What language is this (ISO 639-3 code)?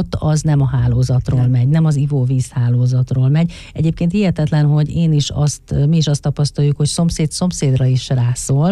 hun